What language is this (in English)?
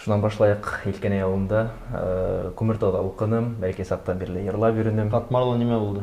Bashkir